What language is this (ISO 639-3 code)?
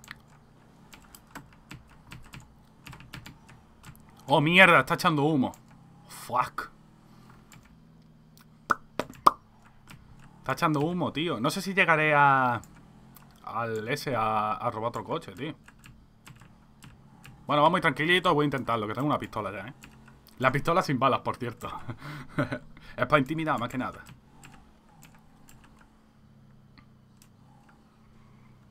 spa